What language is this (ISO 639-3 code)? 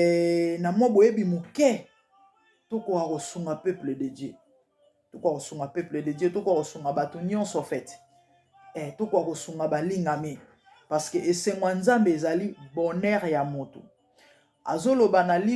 lin